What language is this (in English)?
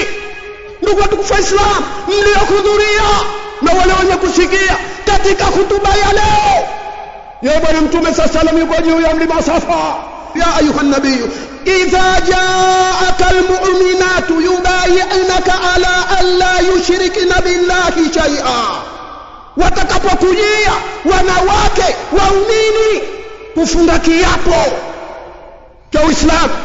Swahili